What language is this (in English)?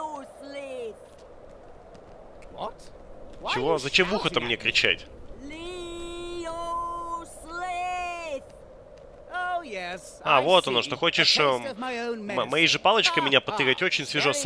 Russian